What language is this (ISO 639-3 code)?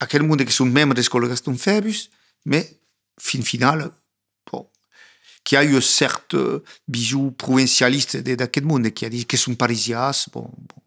oci